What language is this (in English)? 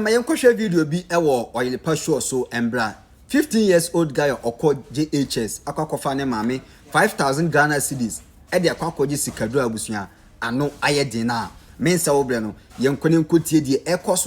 Akan